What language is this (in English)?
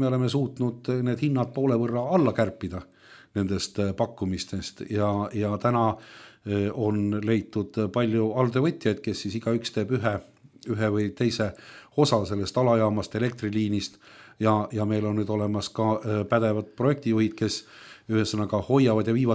Estonian